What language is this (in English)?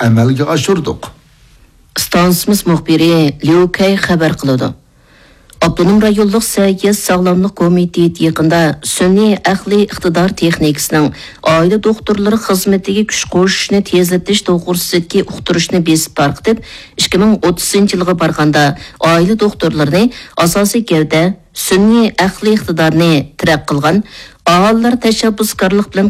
Uyghur